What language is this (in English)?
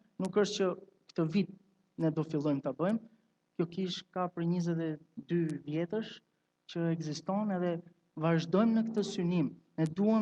Albanian